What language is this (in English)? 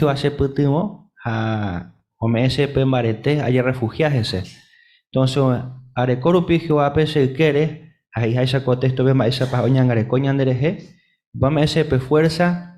Guarani